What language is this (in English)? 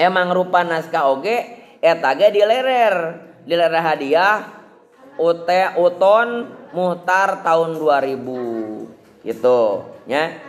Sundanese